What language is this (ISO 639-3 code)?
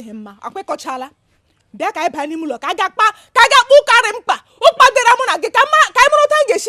ibo